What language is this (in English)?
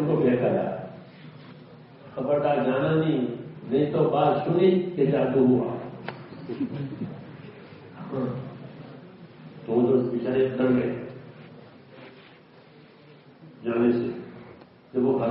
Urdu